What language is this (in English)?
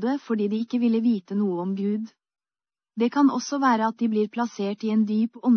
Norwegian